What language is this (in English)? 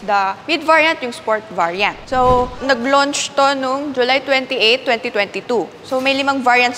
Filipino